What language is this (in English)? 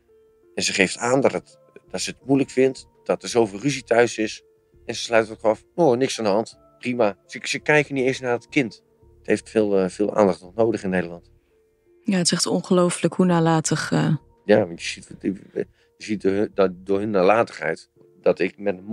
Dutch